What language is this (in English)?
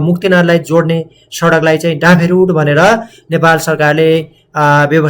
Nepali